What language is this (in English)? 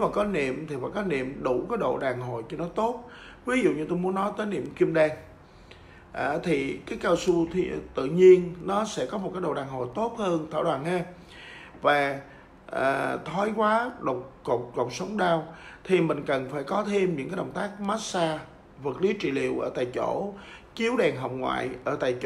Vietnamese